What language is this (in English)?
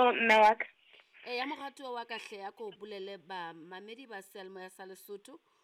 Southern Sotho